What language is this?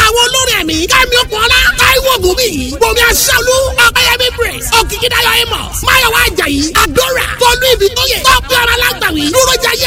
Yoruba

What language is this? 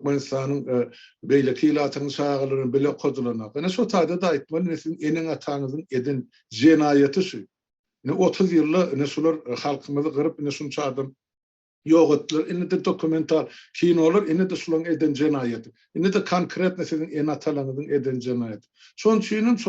Turkmen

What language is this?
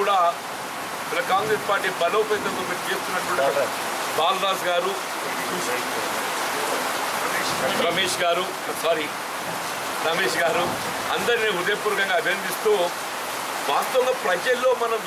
Telugu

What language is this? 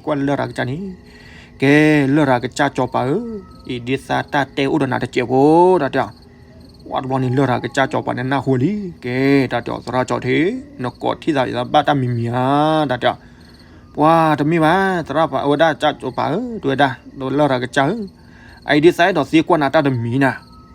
S'gaw Karen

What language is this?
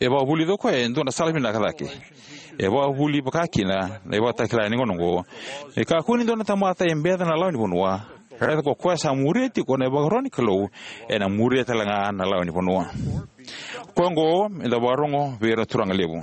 Fijian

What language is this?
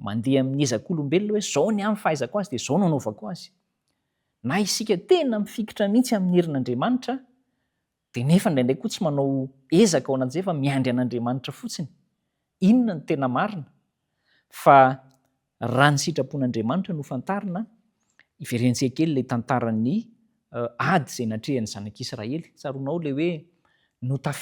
Malagasy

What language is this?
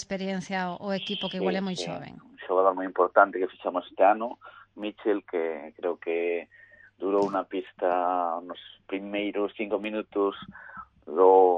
Galician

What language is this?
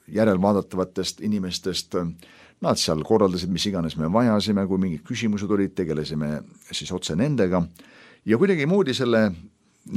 Estonian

